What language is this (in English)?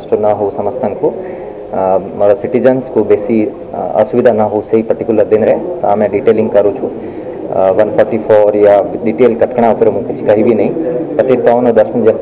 Odia